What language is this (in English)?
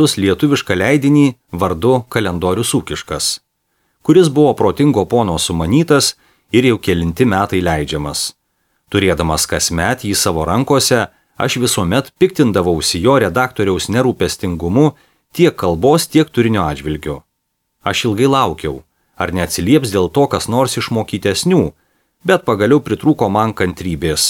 Lithuanian